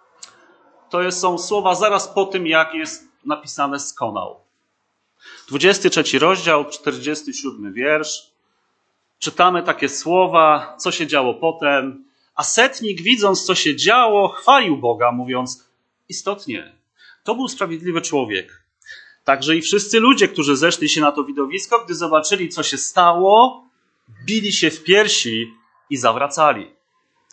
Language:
Polish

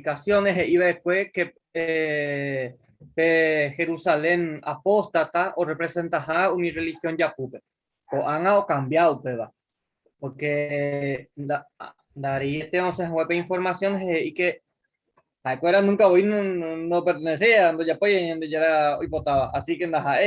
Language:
Guarani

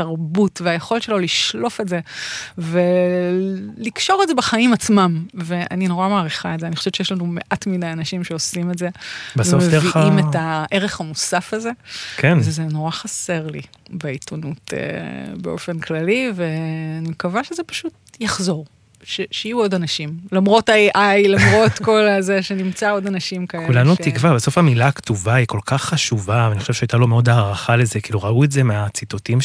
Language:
Hebrew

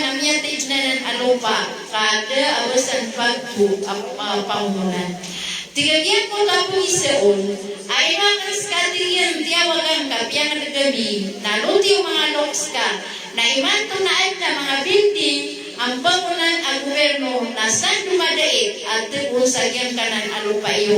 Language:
Maranao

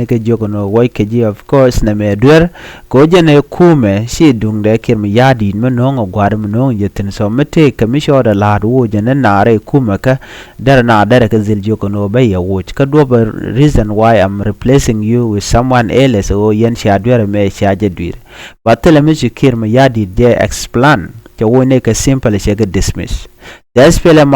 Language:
Nuer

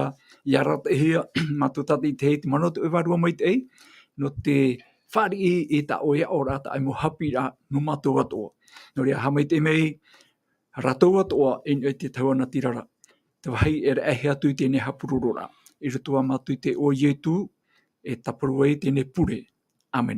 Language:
Tahitian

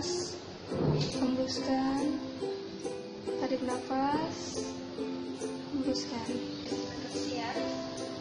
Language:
Indonesian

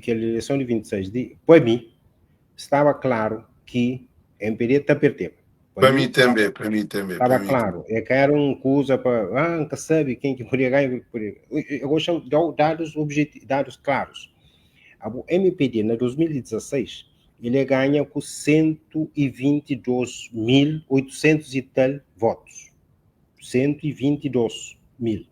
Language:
Kabuverdianu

